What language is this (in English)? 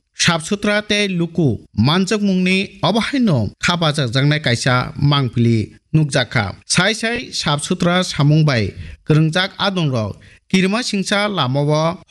Kok Borok